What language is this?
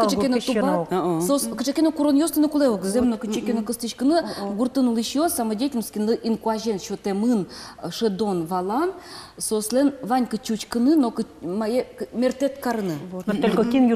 Udmurt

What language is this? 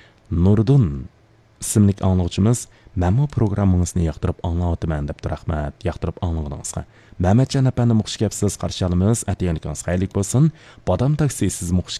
Uyghur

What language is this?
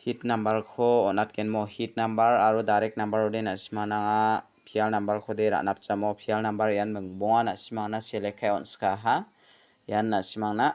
Garo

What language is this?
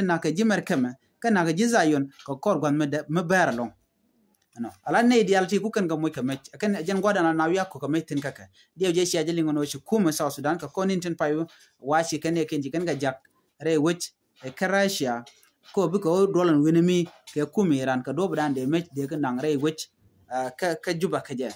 Nuer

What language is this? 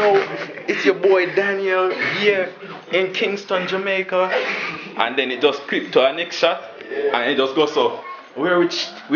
Jamaican Creole English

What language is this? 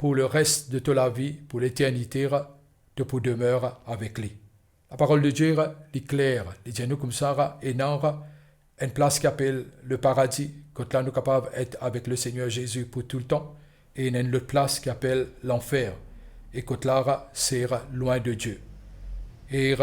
Morisyen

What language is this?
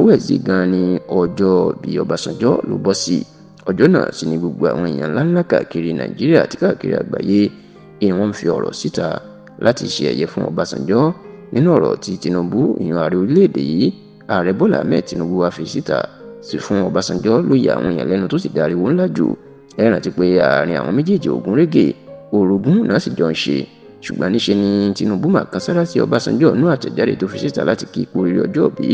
Yoruba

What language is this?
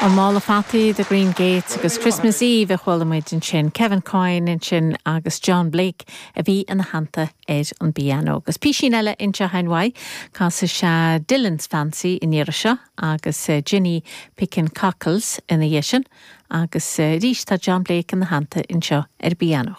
Irish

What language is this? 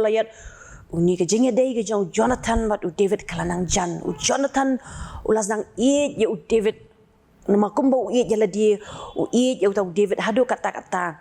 Khasi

